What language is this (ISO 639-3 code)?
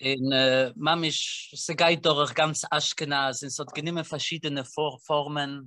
yid